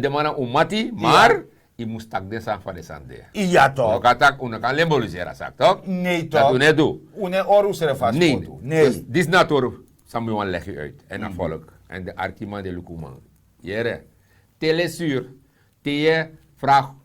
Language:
Sranan Tongo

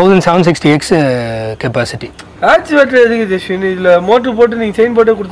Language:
Tamil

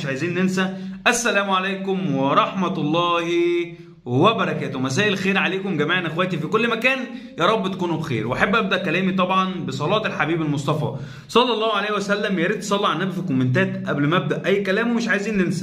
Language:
Egyptian Arabic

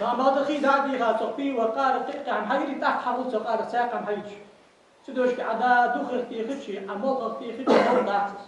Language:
Ingush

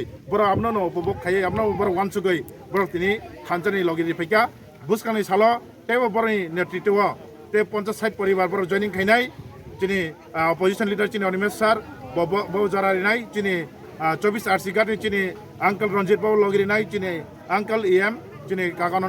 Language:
Kok Borok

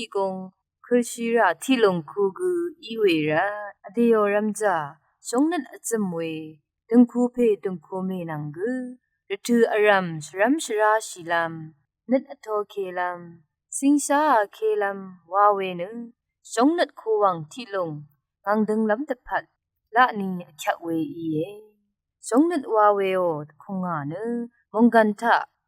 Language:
Rawang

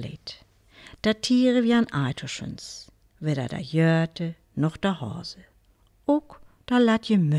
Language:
Northern Frisian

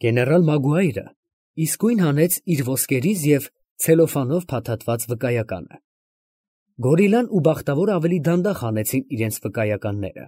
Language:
Armenian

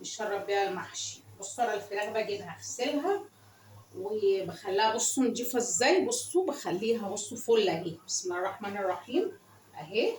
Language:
Egyptian Arabic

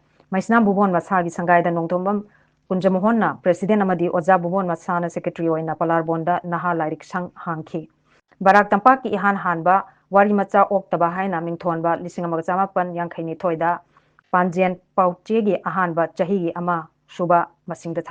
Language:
Manipuri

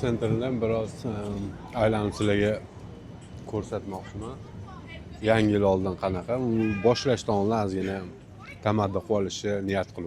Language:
Uzbek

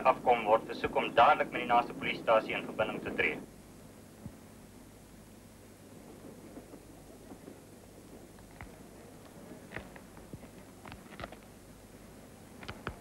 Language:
Afrikaans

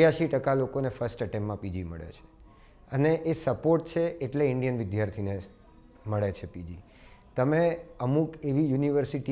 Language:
Gujarati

